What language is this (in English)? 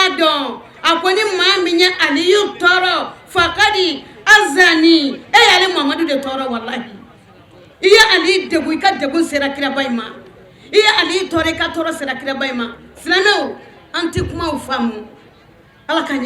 Bambara